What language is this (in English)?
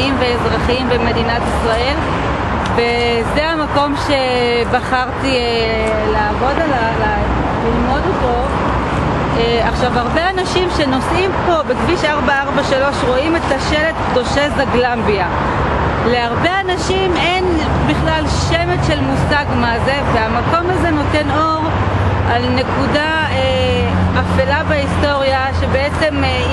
Hebrew